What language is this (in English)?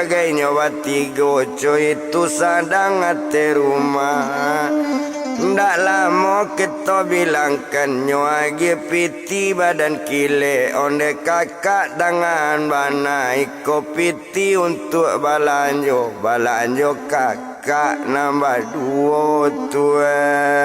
Minangkabau